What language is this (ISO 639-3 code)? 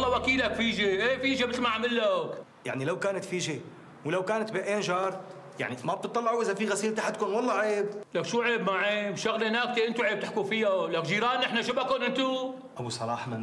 apc